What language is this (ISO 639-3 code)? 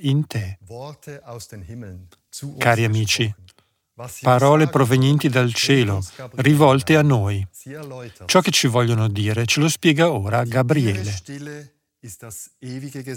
ita